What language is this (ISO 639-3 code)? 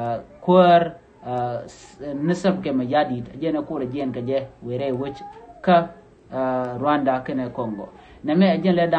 nus